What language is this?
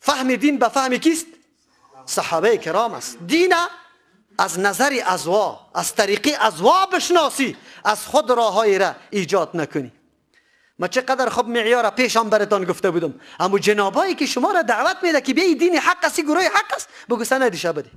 Persian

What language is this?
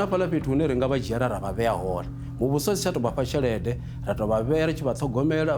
Venda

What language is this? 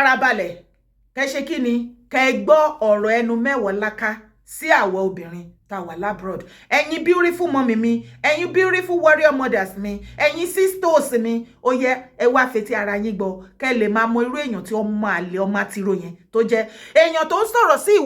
Yoruba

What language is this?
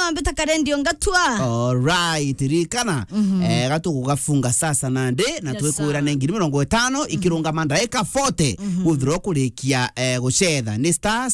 Meru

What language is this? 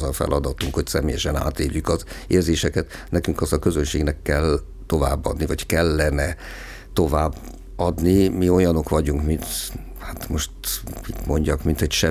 Hungarian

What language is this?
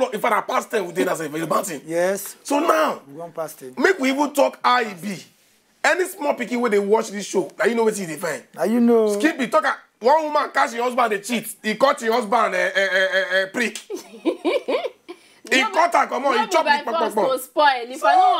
Nigerian Pidgin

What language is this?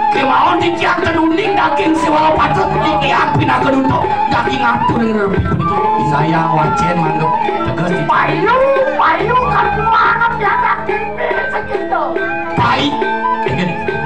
Balinese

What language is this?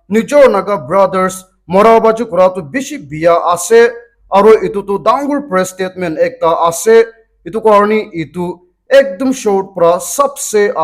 Naga Pidgin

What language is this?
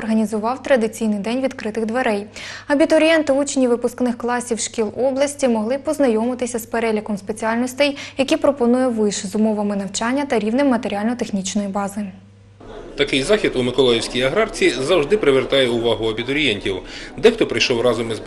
Ukrainian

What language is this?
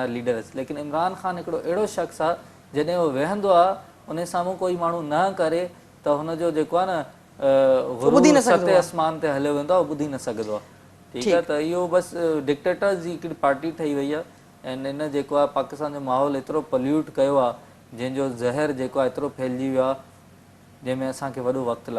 Sindhi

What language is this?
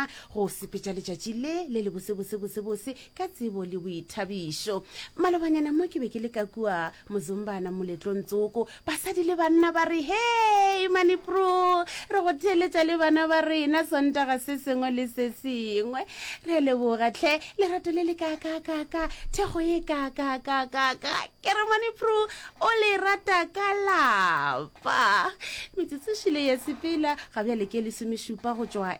Northern Sotho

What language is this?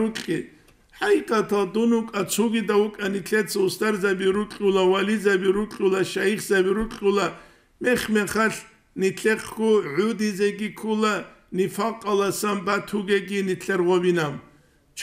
Avaric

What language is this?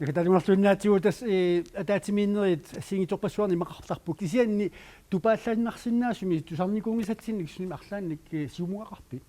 Kalaallisut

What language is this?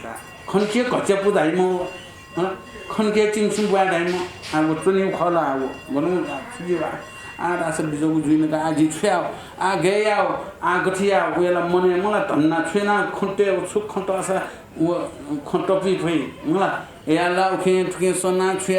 Newari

